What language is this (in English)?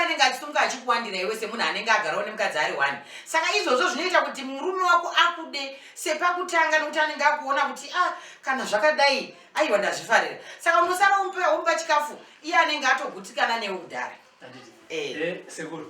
Shona